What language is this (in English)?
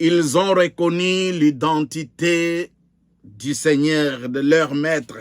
Luba-Lulua